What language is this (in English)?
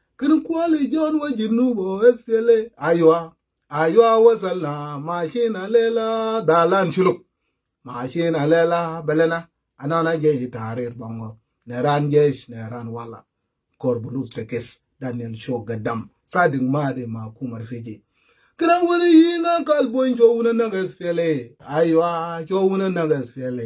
Nuer